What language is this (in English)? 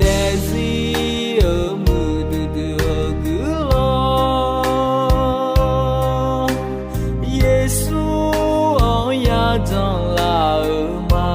Akha